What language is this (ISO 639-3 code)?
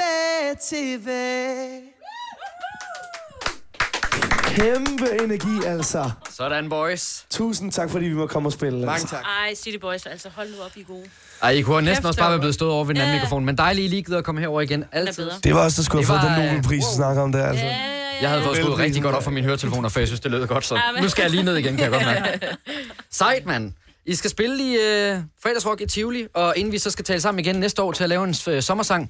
dan